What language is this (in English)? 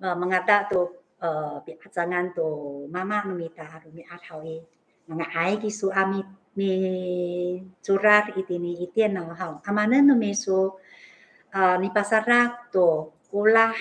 Amis